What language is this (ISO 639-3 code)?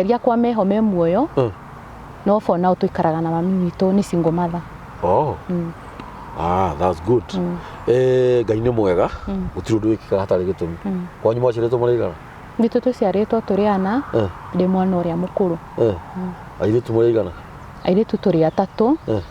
kik